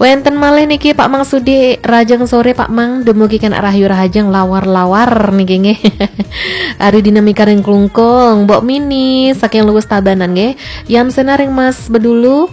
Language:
Balinese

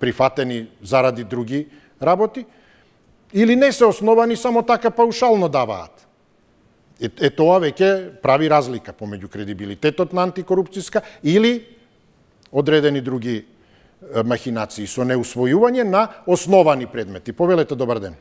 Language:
Macedonian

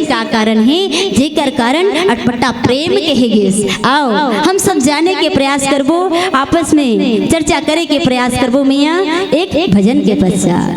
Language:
Chhattisgarhi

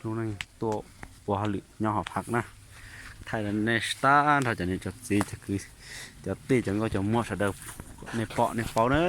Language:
Hmong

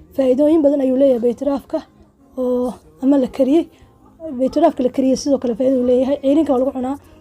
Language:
Somali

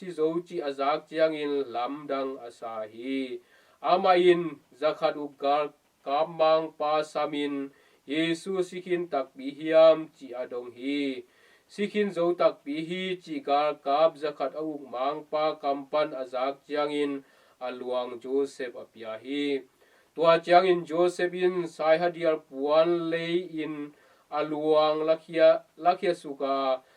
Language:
Tedim Chin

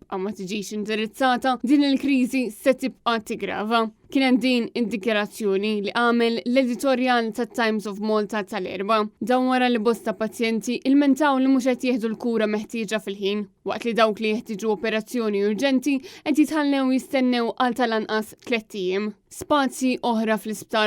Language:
Maltese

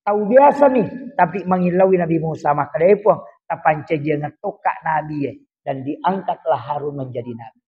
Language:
Buginese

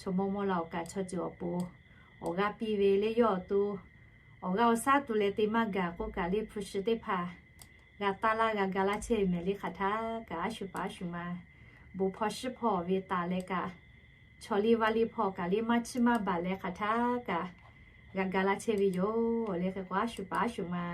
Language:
Lahu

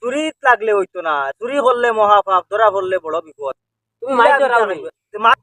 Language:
Sylheti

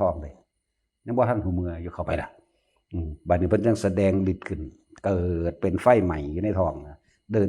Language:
Northeastern Thai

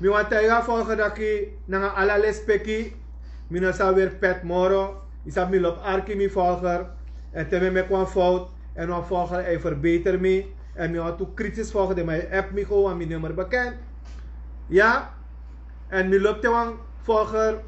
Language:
Sranan Tongo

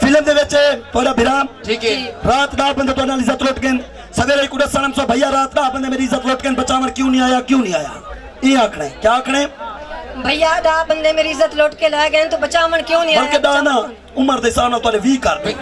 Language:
Saraiki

